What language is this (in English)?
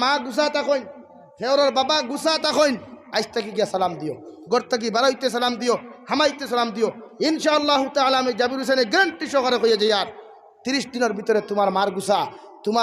Sylheti